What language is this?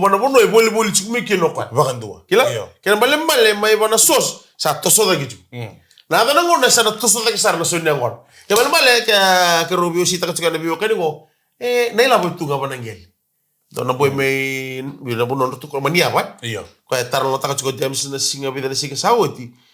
Fijian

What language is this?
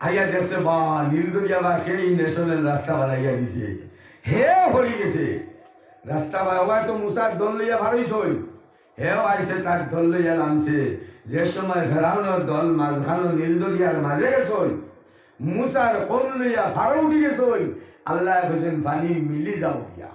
Sylheti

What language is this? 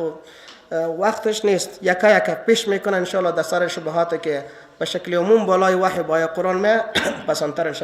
Persian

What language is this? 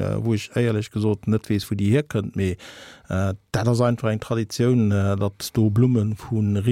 Luxembourgish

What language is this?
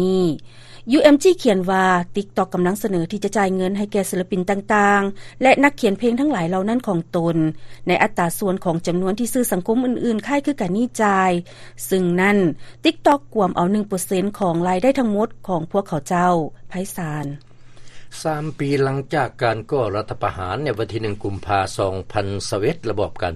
Lao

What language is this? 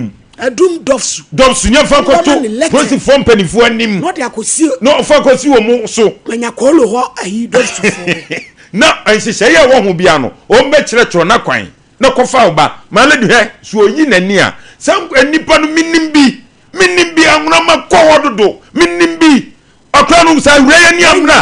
Akan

